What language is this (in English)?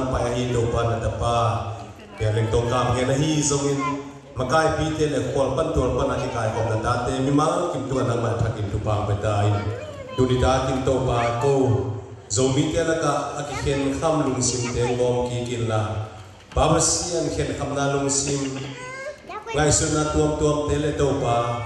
Tedim Chin